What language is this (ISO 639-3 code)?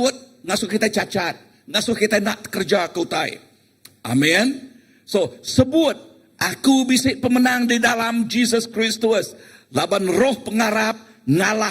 iba